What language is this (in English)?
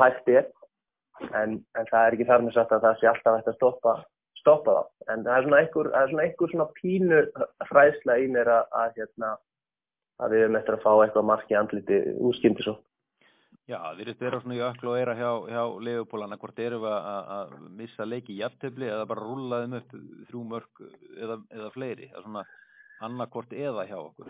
Icelandic